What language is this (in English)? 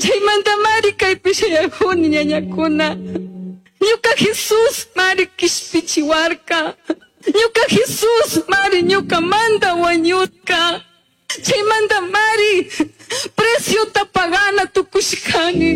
Chimborazo Highland Quichua